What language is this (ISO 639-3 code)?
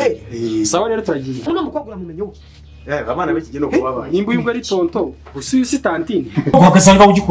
kin